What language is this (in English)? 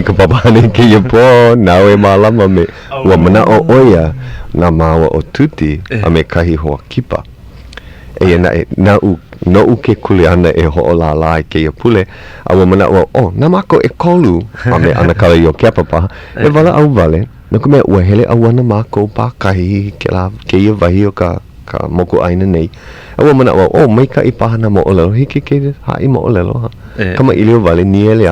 Hawaiian